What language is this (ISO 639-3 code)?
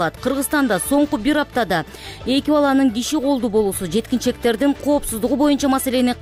kir